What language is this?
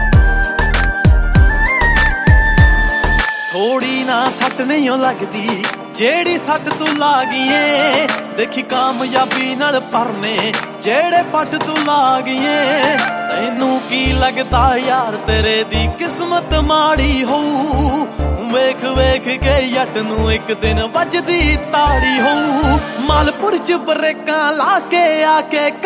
Punjabi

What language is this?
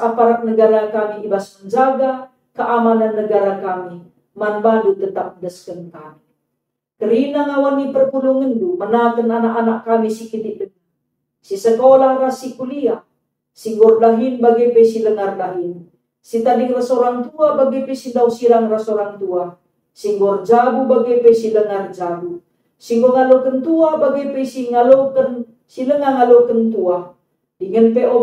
Batak Karo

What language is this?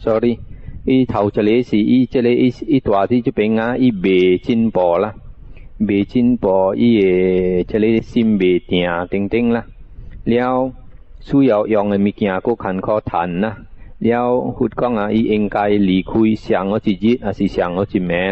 Min Nan Chinese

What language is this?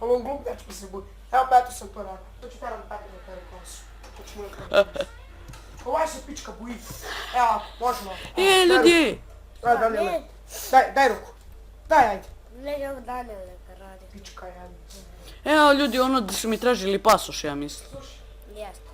Bosnian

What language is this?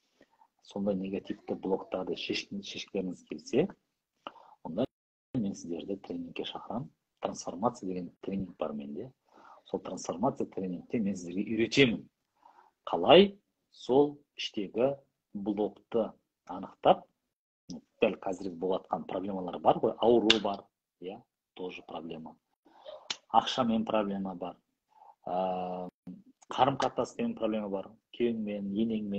Kazakh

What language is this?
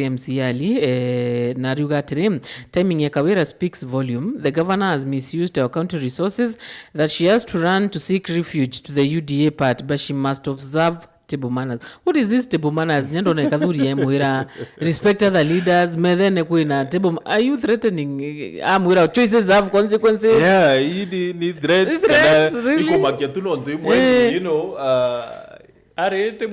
Meru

